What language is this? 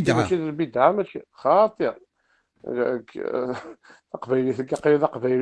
Kabyle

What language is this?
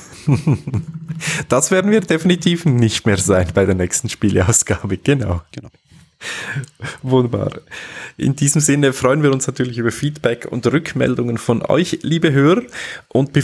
German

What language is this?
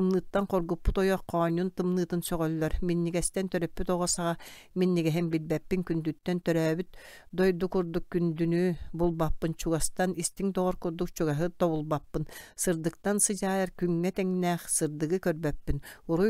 Yakut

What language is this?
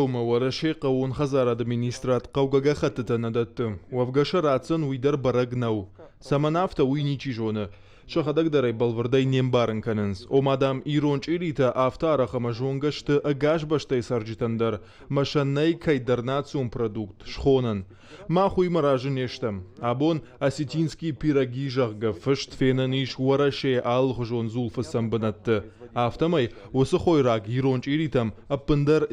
Ossetic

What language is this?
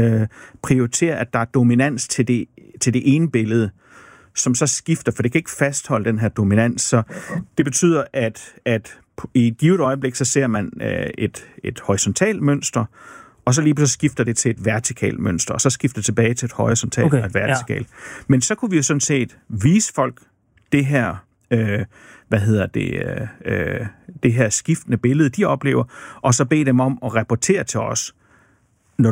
Danish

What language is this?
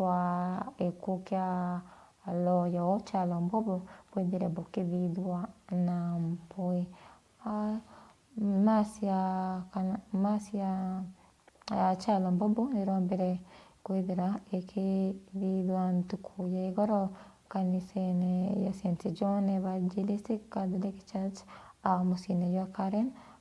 Meru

